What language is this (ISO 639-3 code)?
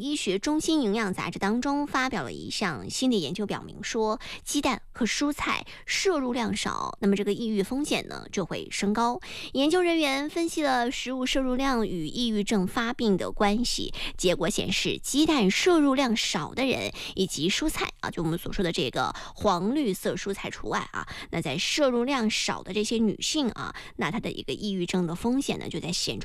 zho